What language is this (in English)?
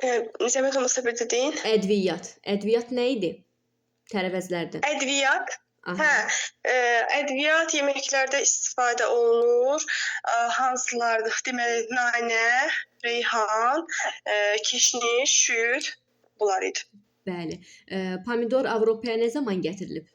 Azerbaijani